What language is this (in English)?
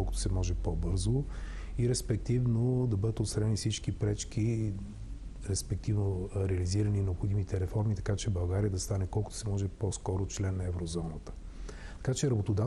Bulgarian